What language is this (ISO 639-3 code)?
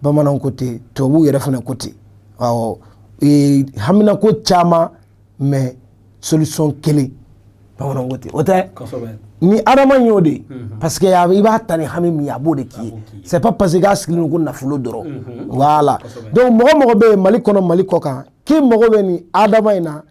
bam